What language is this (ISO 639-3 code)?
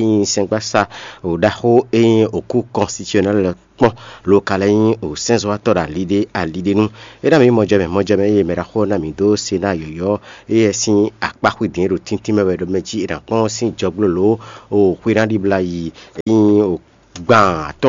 fon